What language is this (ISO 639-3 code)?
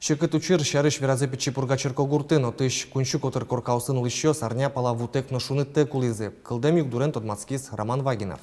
udm